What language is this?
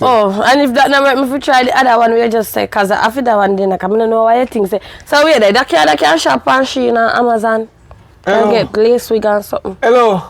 Jamaican Creole English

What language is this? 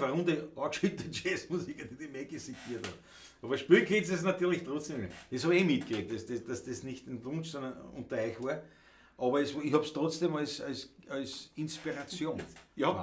Bavarian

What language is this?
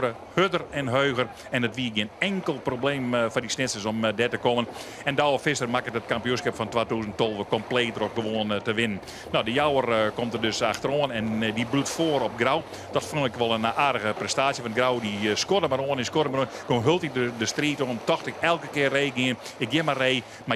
Western Frisian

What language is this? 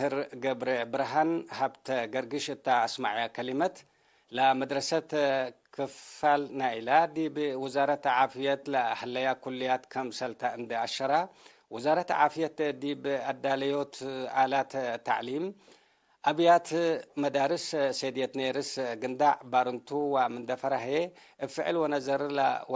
Tigre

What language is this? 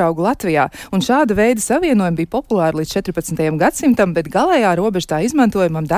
Latvian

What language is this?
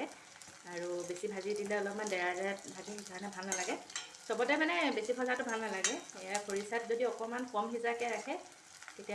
Assamese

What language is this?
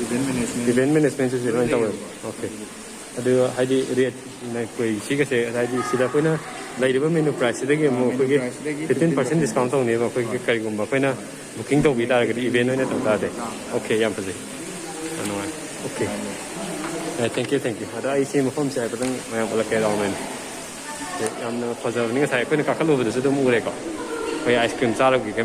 Manipuri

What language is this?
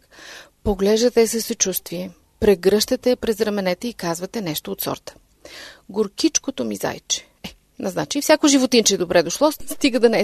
Bulgarian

